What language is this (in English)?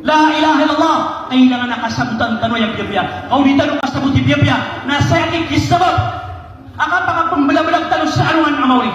Maranao